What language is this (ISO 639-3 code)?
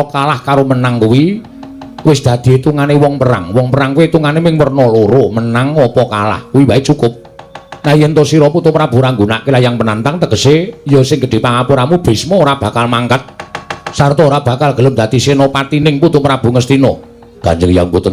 jav